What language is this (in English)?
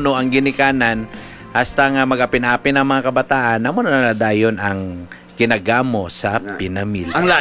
Hiligaynon